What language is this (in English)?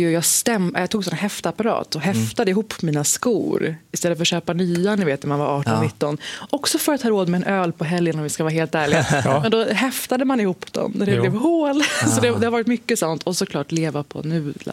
Swedish